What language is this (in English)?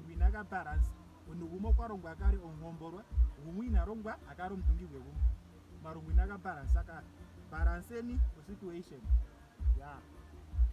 Ndonga